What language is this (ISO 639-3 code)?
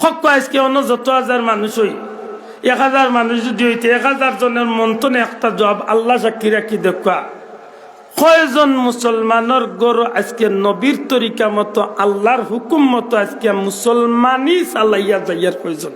syl